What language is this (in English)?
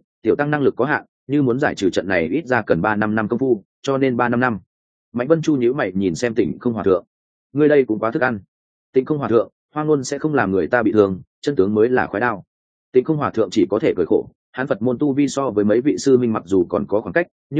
Vietnamese